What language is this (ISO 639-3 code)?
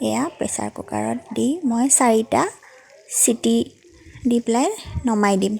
asm